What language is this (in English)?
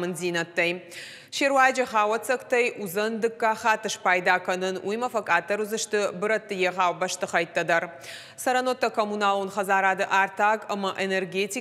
Ossetic